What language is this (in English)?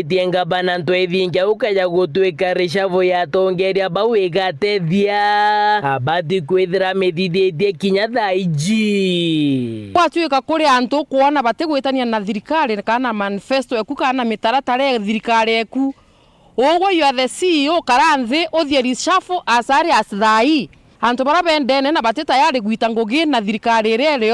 Meru